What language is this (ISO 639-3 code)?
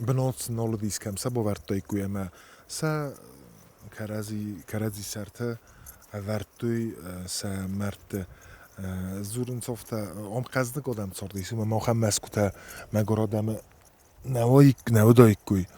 oss